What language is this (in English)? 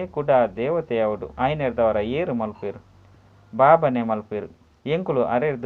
Tulu